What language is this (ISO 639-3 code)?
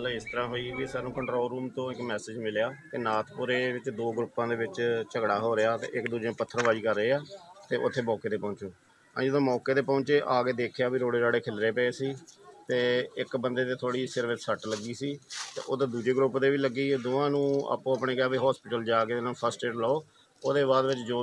pan